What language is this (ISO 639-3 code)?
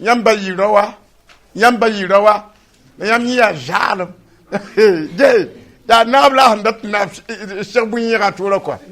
mos